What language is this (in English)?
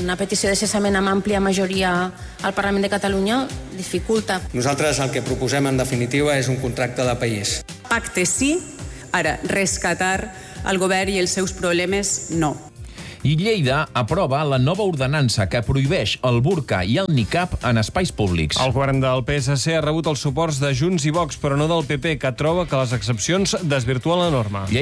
Catalan